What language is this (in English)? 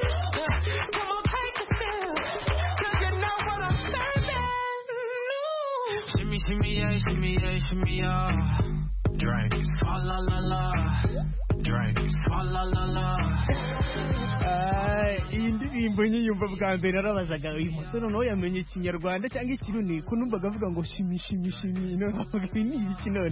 Kinyarwanda